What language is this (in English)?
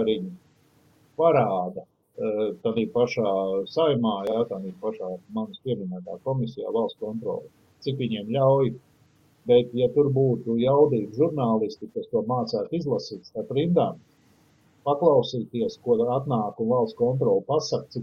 Latvian